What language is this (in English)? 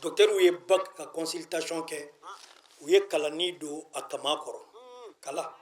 Bambara